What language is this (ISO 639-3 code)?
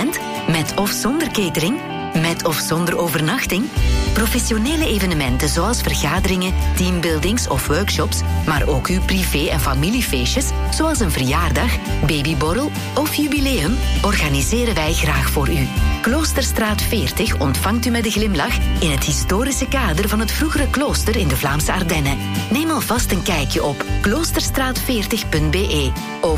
nld